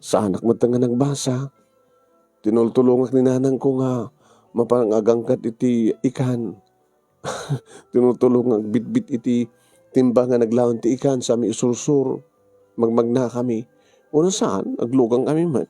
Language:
Iloko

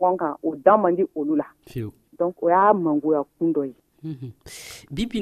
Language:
Dyula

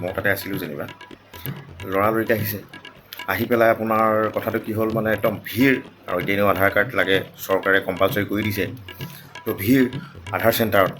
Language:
Assamese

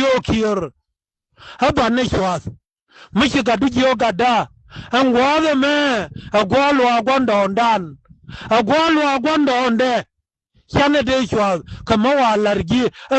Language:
Nuer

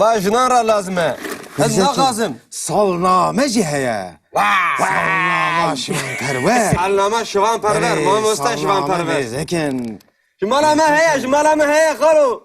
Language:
Kurdish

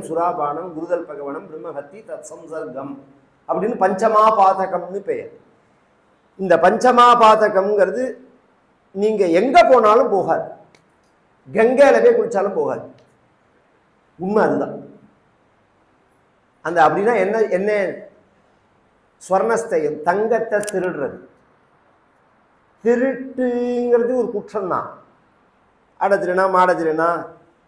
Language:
Tamil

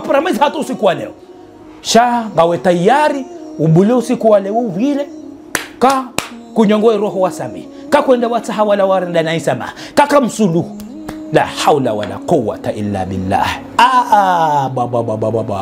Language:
Ngazidja Comorian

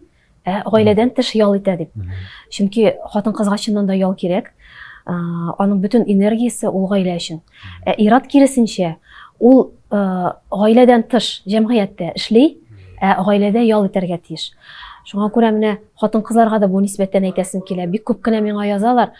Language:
Tatar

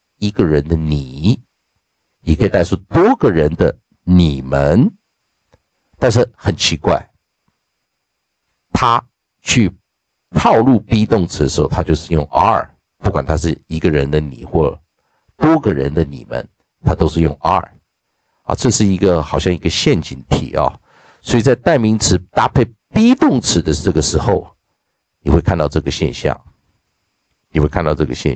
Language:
Chinese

